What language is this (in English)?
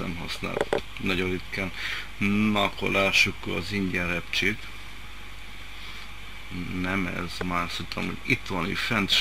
Hungarian